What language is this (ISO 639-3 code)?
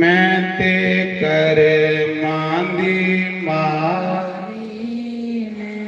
doi